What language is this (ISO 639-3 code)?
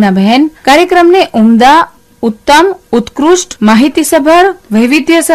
guj